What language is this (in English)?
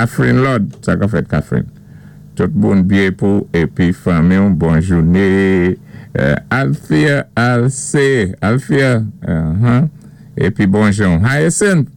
Saint Lucian Creole French